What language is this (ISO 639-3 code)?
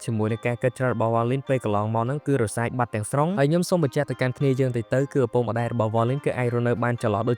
khm